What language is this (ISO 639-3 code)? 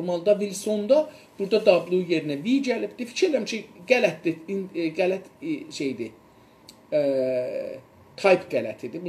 azb